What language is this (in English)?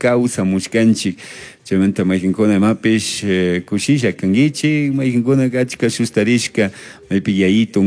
Chimborazo Highland Quichua